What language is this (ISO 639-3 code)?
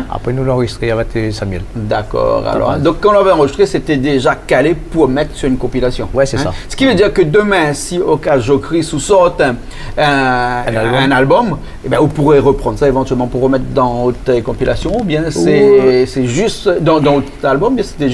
rcf